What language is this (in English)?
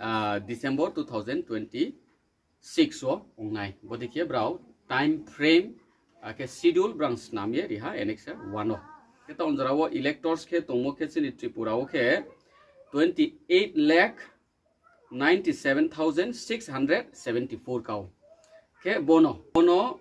Riang (India)